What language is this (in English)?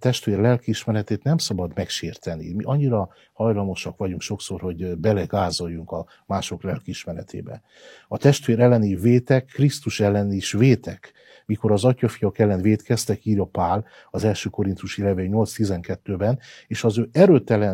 Hungarian